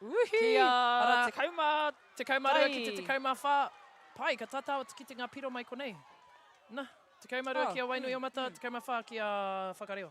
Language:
Māori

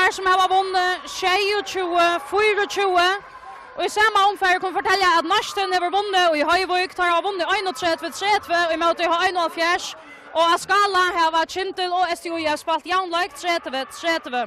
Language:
Faroese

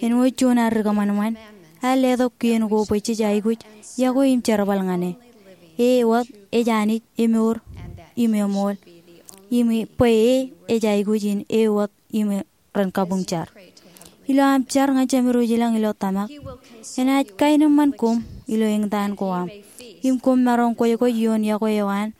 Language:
Marshallese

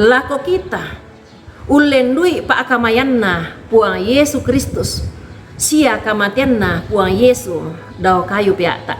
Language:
Toraja-Sa'dan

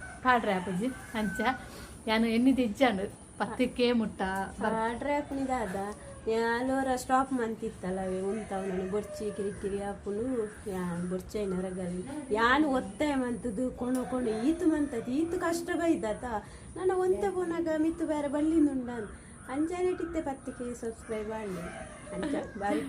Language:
Tulu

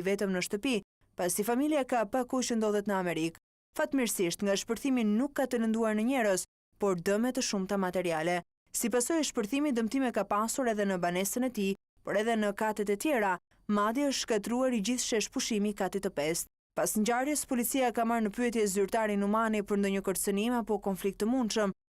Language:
Albanian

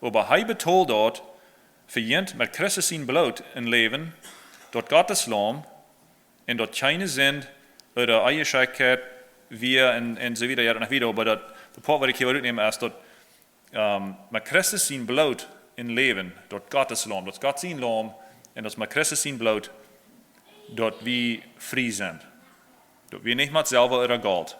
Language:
Plautdietsch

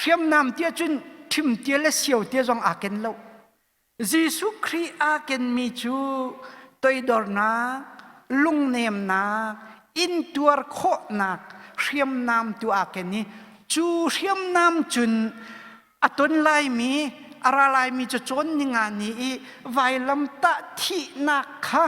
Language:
Hakha Chin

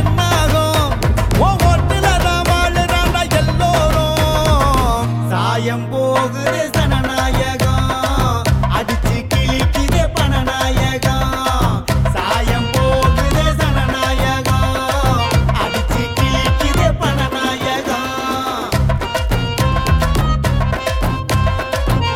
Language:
Tamil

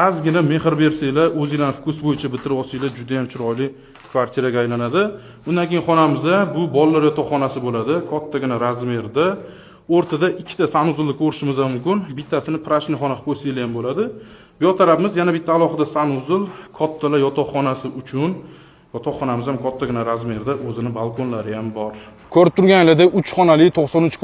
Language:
Uzbek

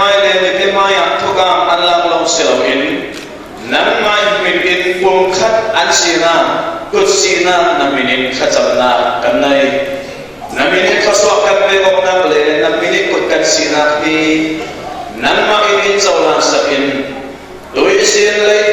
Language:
Falam Chin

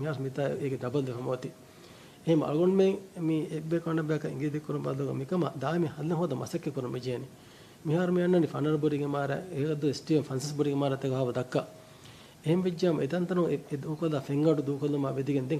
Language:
Divehi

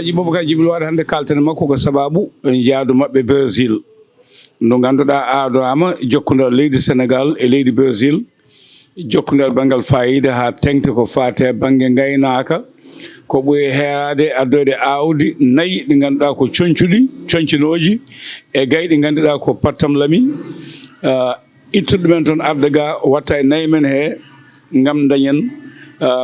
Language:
Fula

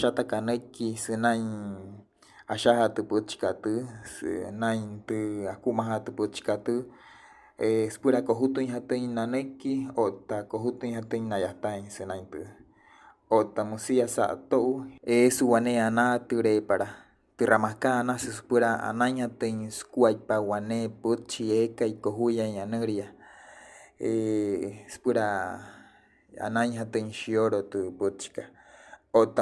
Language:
Wayuu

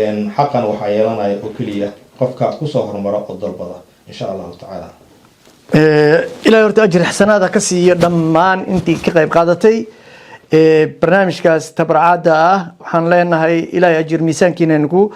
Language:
Somali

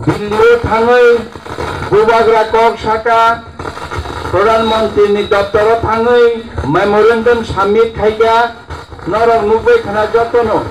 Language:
Kok Borok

